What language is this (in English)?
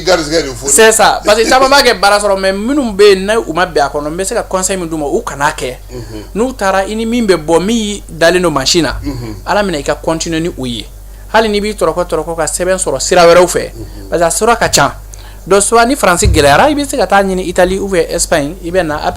Bambara